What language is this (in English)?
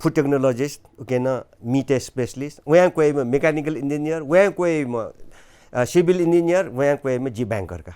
Newari